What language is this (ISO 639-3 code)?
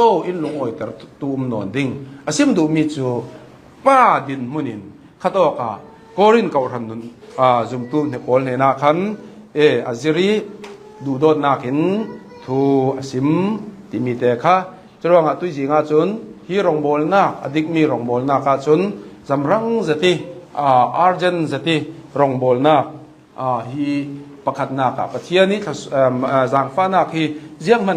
cnh